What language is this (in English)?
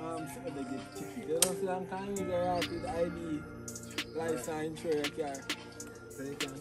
Jamaican Creole English